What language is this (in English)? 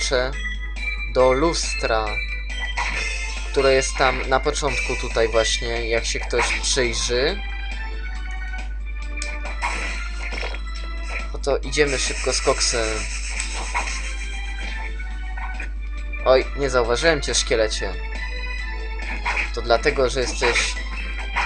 Polish